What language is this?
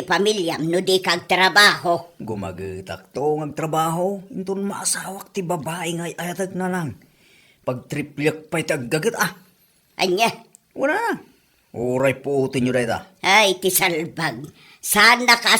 Iloko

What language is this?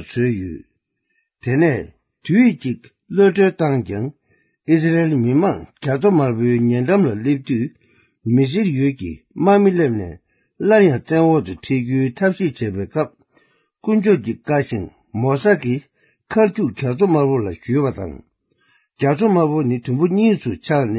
Tibetan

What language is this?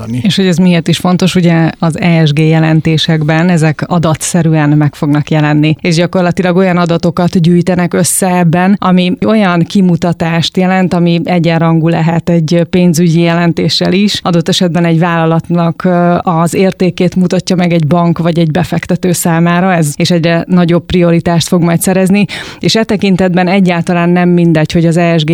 Hungarian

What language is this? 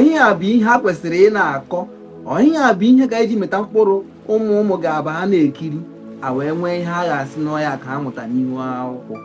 Igbo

